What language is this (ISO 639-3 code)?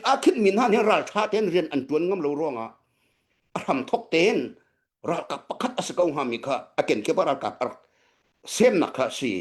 cnh